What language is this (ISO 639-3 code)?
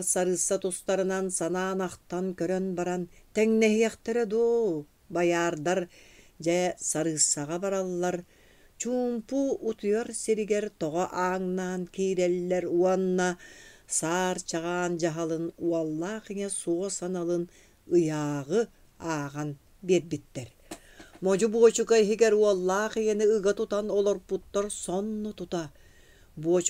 sah